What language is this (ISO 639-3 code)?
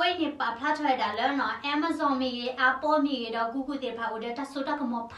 ksw